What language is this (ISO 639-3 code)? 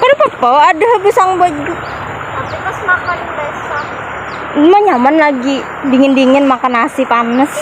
bjn